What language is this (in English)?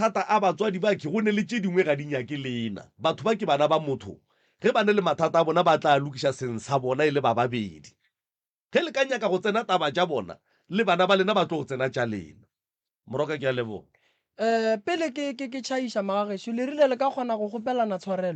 Northern Sotho